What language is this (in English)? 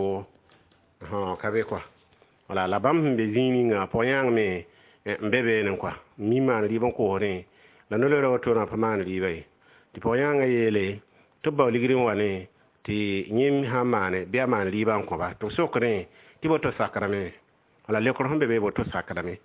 Mossi